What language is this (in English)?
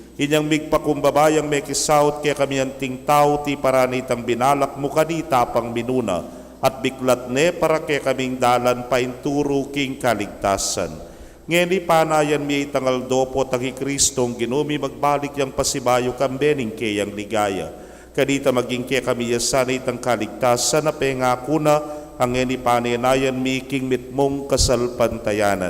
Pampanga